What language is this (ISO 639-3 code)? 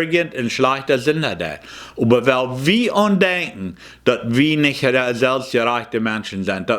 pdt